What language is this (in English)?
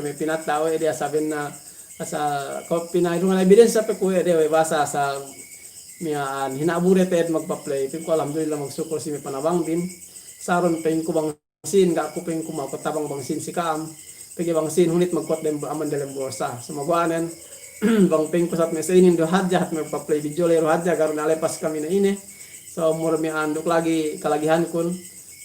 Yakan